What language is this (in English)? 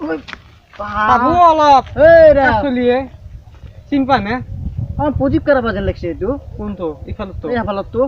Assamese